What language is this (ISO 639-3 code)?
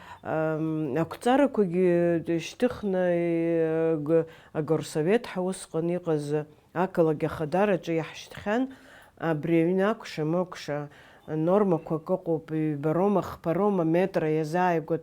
abk